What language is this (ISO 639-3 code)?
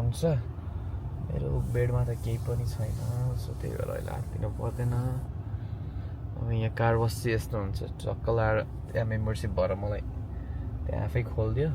nep